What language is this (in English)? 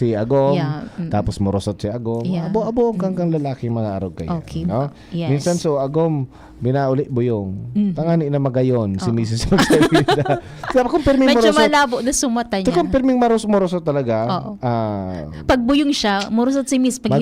Bikol